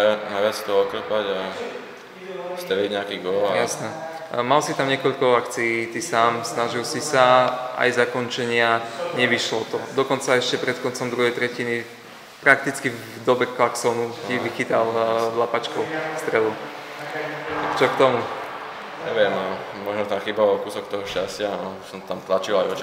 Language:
Slovak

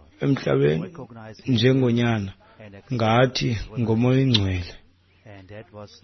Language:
Xhosa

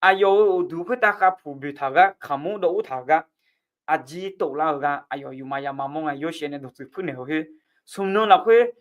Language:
Akha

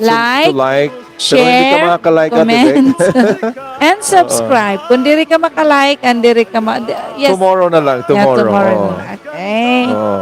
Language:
Waray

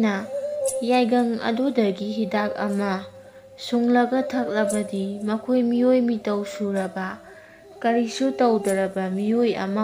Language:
Manipuri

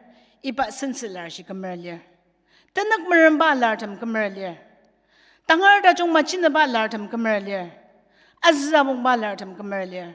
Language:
Ao Naga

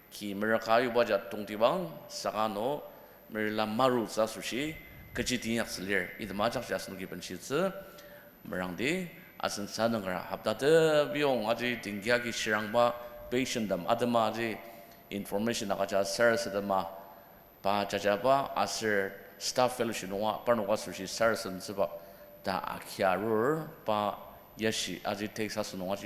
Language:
Ao Naga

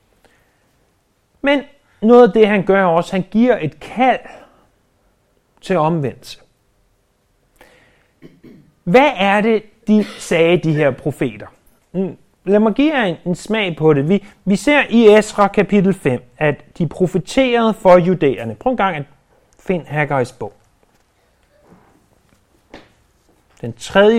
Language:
Danish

